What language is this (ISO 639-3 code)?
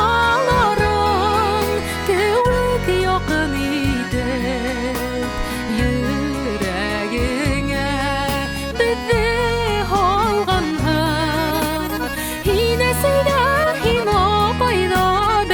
bak